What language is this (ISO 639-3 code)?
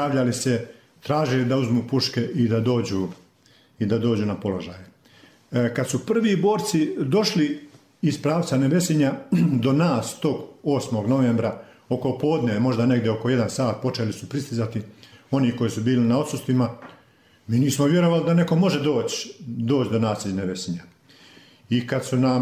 bos